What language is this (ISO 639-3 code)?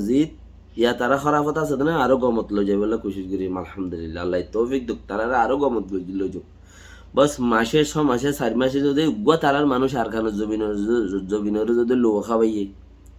rhg